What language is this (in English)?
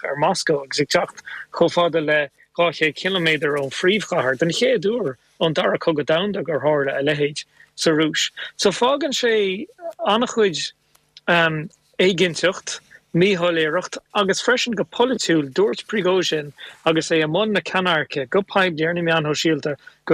Irish